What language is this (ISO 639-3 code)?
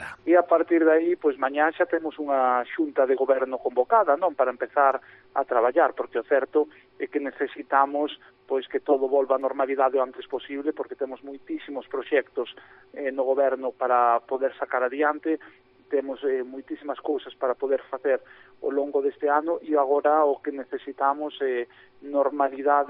glg